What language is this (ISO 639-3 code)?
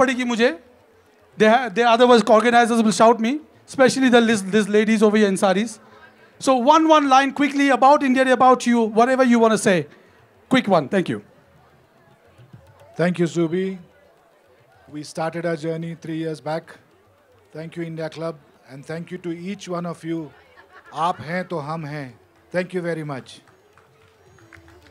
eng